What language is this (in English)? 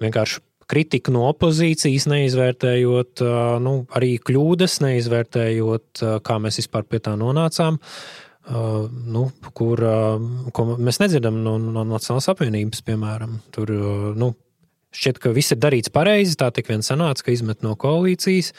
Latvian